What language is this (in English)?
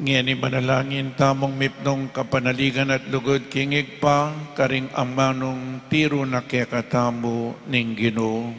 Pampanga